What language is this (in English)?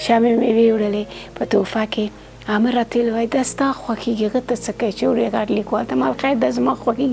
Pashto